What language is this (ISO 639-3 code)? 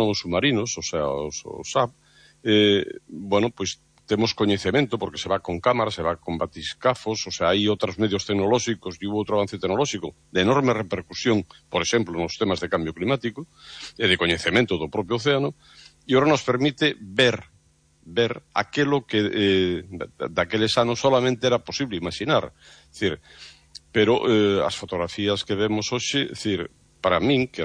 glg